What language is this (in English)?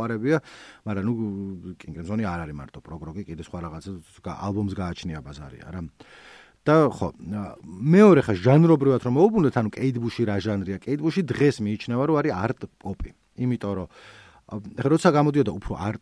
Georgian